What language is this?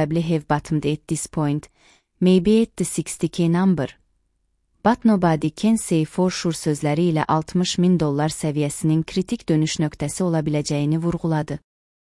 Azerbaijani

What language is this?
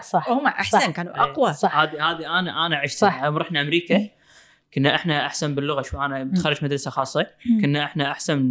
Gulf Arabic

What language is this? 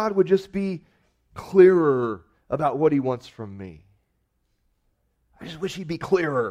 English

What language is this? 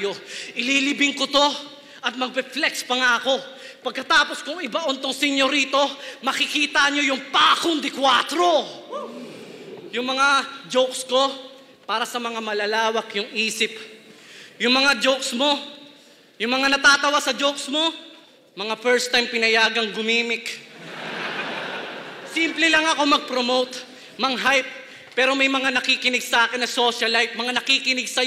Filipino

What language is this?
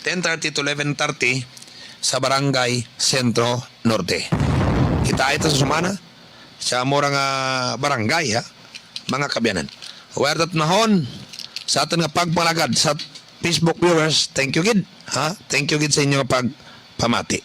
Kinaray-a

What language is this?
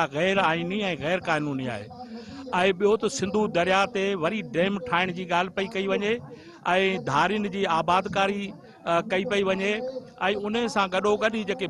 Sindhi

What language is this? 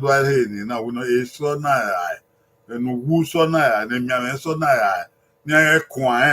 Bini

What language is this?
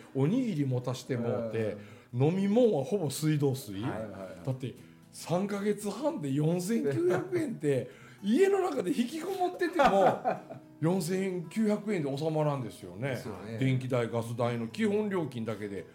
Japanese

